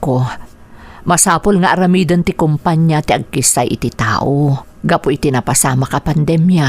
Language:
Iloko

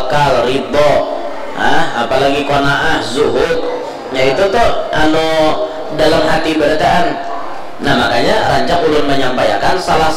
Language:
Banjar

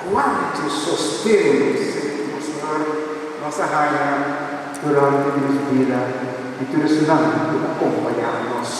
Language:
Papiamento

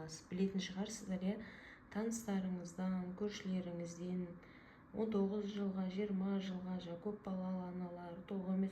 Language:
Kazakh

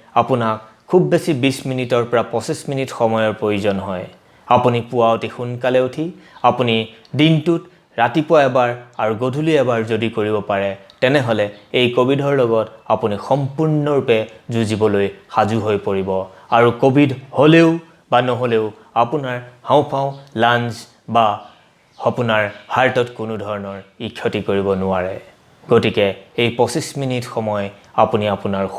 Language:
Assamese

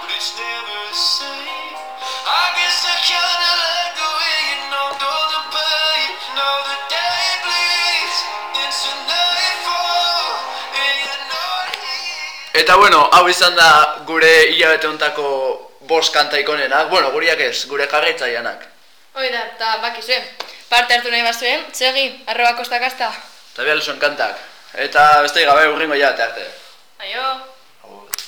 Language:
Basque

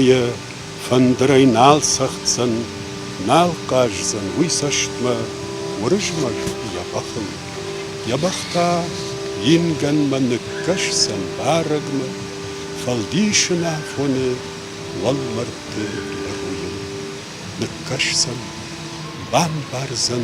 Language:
Ossetic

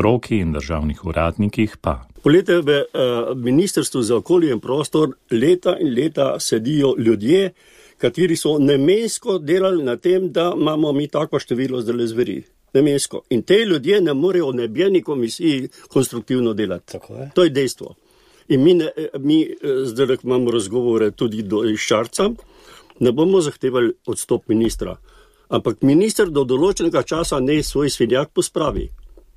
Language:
Slovenian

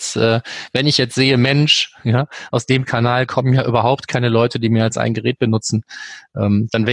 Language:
German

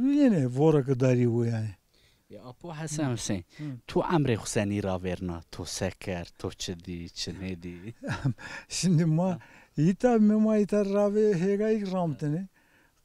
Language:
Zaza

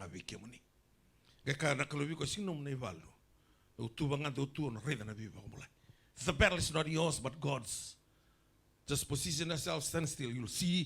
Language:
Fijian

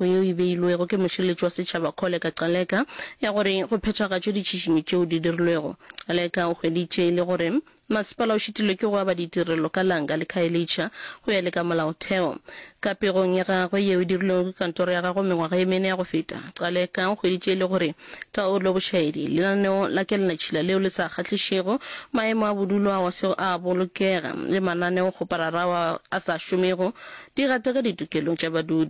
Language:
Northern Sotho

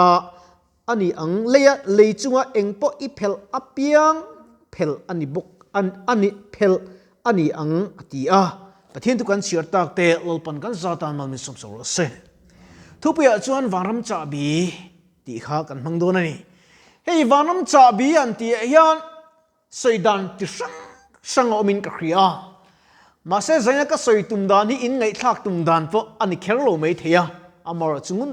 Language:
Mizo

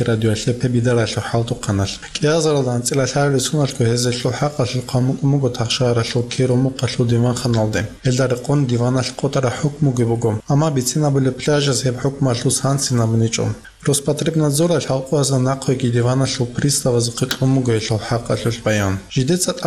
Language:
Avaric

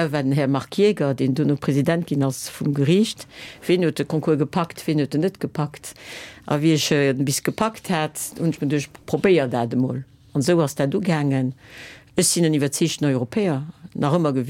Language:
Luxembourgish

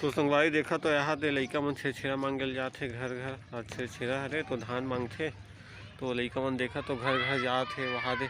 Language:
Chhattisgarhi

